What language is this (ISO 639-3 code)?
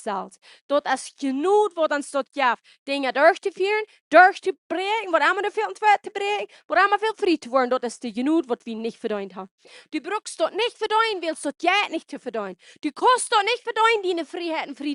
pdt